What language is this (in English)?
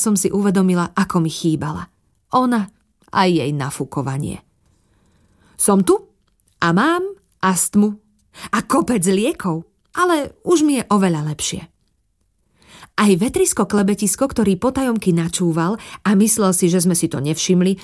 Slovak